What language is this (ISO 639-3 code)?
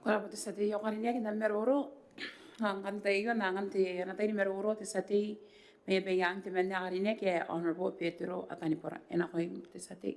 gil